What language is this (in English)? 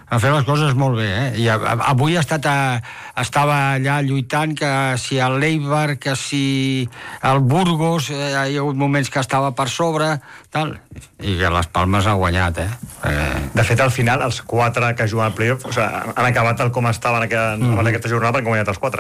Catalan